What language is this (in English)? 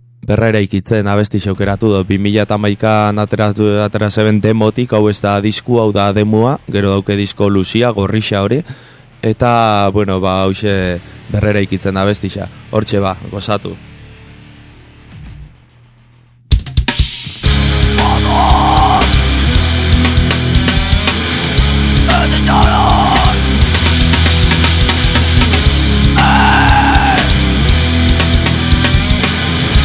Basque